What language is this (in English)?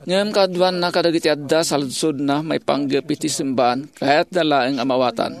Iloko